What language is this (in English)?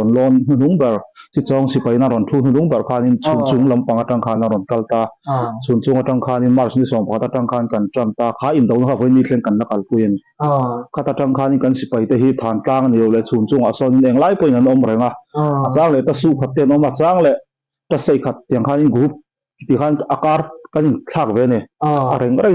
Mizo